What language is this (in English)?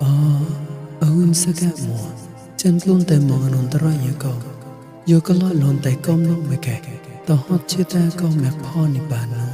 Mon